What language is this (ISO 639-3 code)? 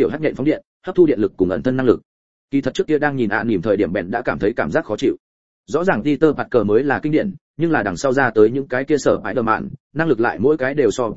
vie